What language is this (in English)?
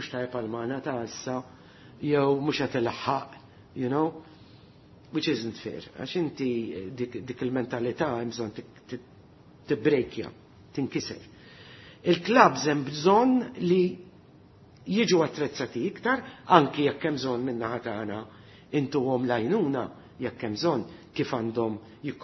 Maltese